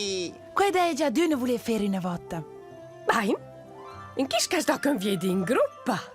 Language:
Romansh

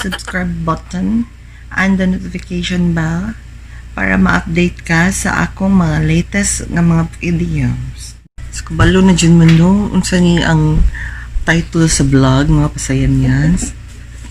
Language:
Cebuano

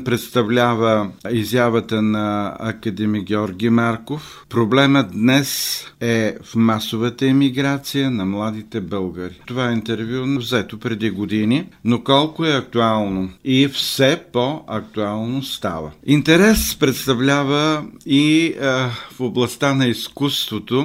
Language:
Bulgarian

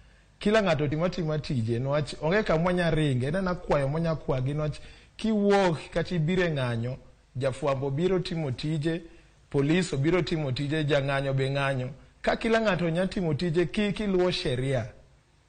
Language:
Luo (Kenya and Tanzania)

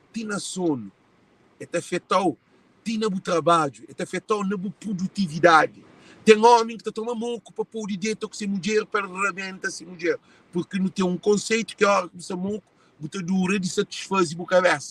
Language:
Kabuverdianu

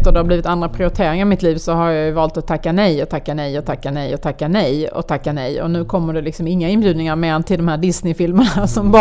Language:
Swedish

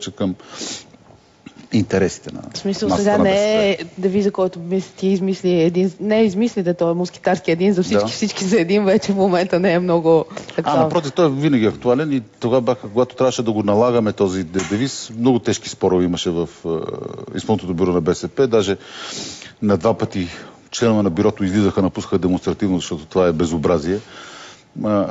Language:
Bulgarian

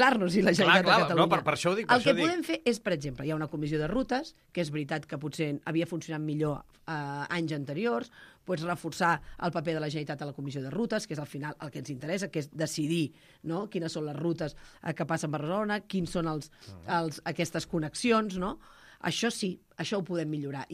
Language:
Catalan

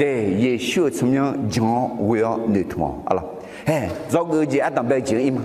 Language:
Akha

